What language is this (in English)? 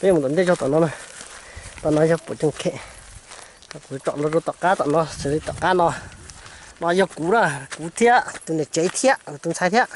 Hmong